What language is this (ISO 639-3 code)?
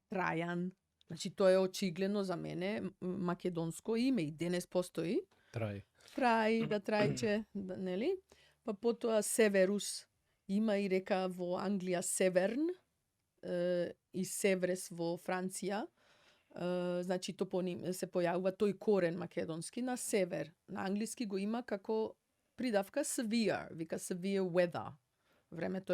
mkd